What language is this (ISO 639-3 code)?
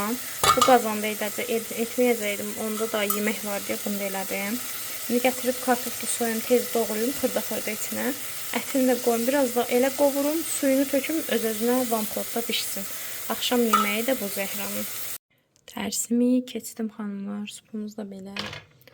aze